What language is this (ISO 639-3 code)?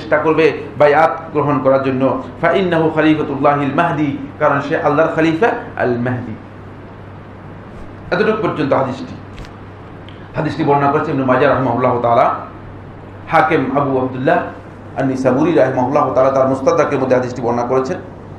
ben